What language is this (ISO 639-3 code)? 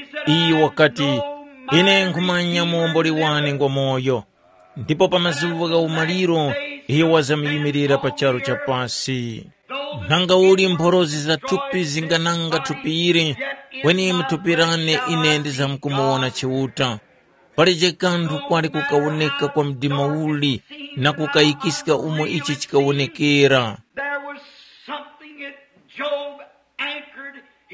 tum